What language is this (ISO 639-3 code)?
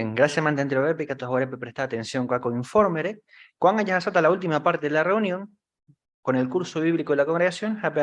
grn